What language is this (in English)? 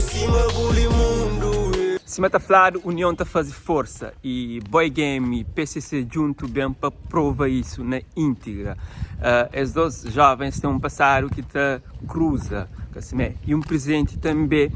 Kabuverdianu